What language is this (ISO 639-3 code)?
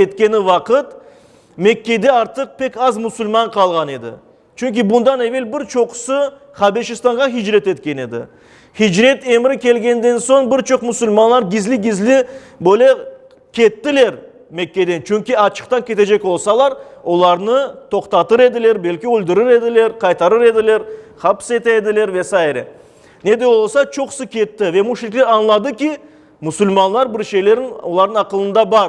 crh